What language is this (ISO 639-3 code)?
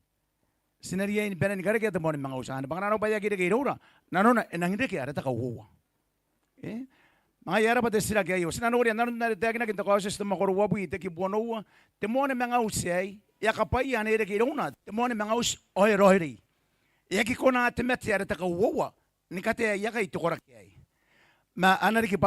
gil